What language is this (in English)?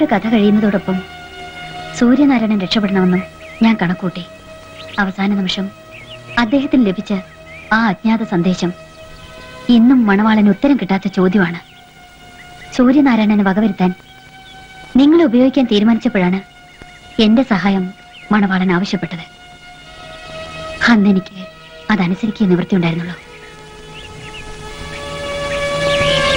Malayalam